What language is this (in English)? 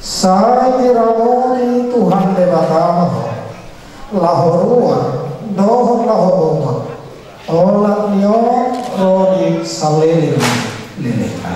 Batak Toba